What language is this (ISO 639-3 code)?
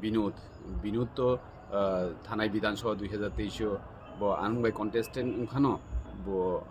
trp